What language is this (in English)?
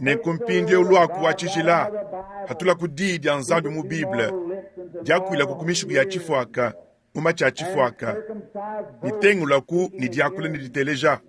Luba-Lulua